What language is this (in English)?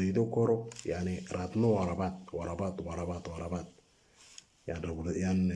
Moro